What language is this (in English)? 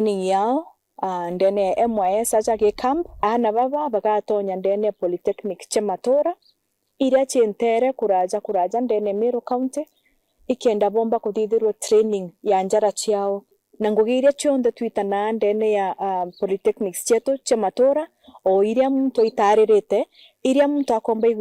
Meru